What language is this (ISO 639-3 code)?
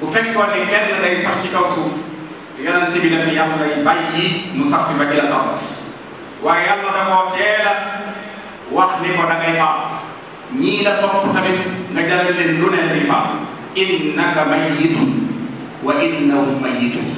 wol